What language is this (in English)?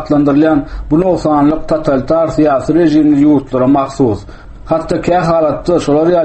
Turkmen